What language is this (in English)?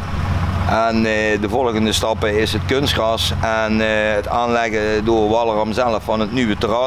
Dutch